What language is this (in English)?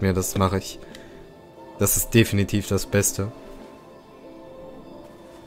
German